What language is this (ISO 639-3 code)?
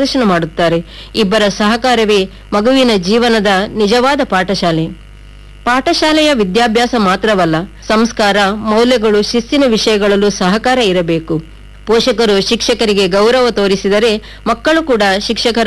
kan